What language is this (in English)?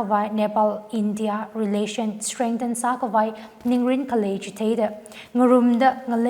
Tangkhul Naga (India)